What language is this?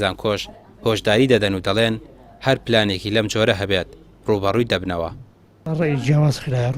Central Kurdish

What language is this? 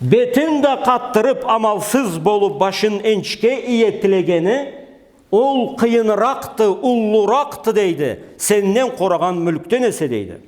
Karachay-Balkar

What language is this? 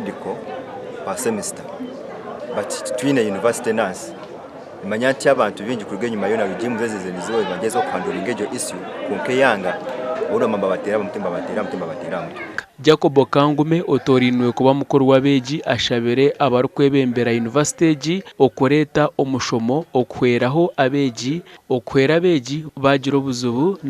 Nyankole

